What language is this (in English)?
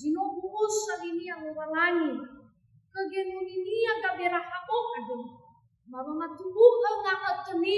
Nias